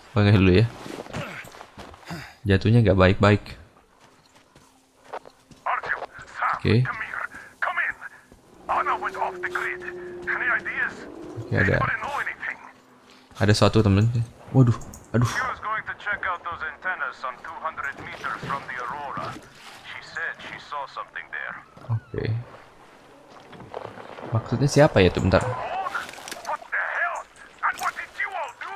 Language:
Indonesian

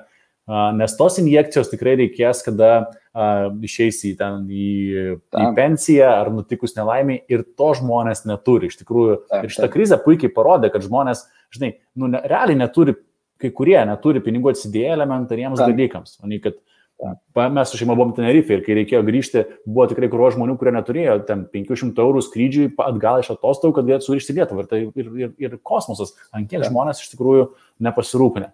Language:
Lithuanian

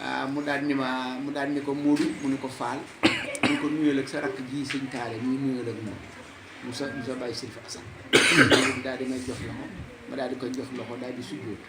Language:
Wolof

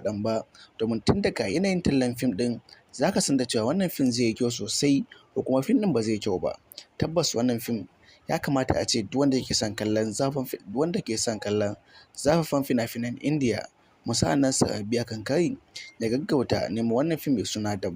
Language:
Hausa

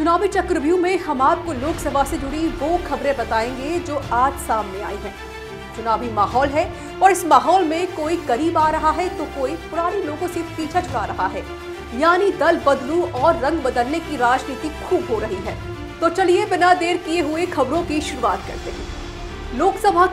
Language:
Hindi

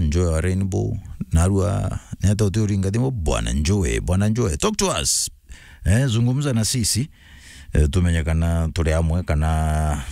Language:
Meru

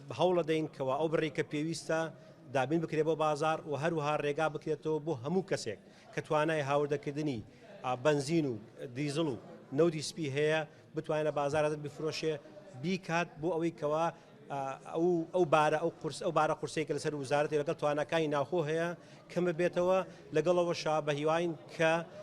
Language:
Central Kurdish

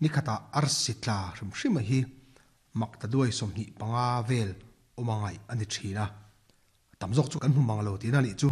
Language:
Mizo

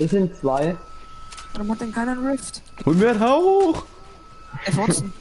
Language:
Bavarian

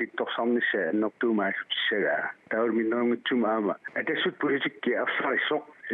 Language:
Kalaallisut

